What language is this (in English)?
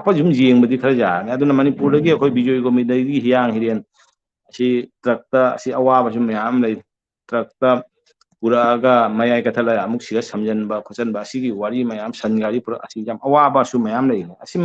Manipuri